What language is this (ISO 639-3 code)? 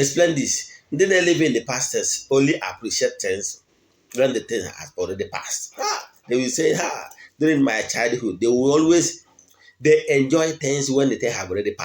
ibo